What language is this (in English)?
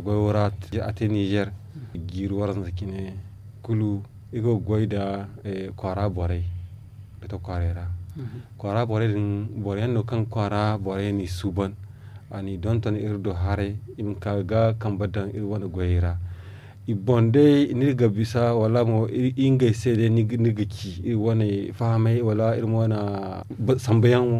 Zarma